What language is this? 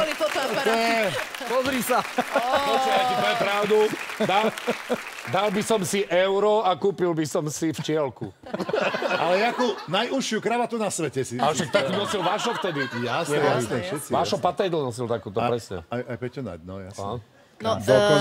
Slovak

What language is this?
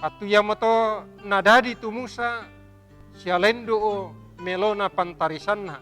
Toraja-Sa'dan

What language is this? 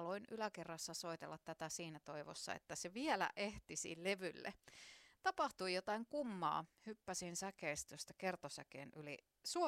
Finnish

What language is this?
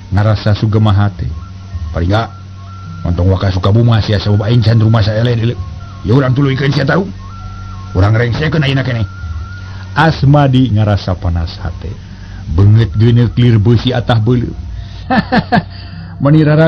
Sundanese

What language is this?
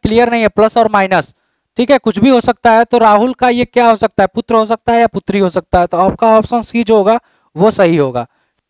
Hindi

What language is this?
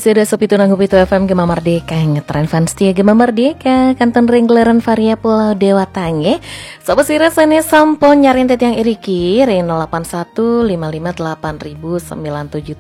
Balinese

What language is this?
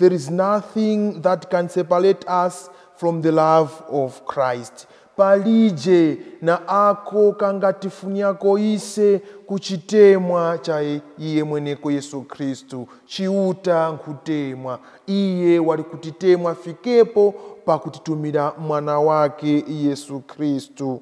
Nyanja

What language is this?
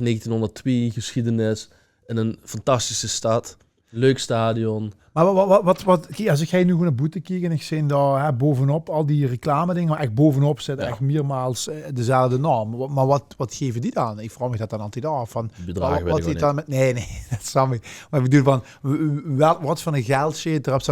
Limburgish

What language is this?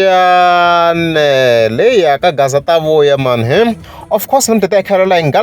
Tsonga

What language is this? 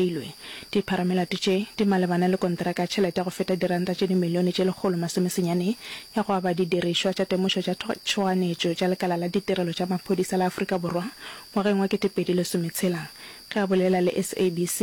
Northern Sotho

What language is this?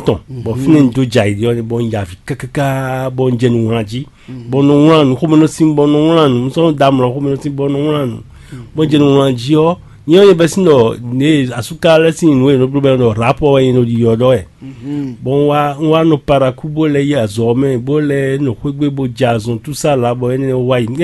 Fon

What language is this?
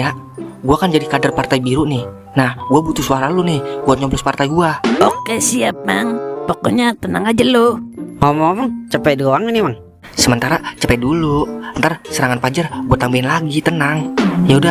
Betawi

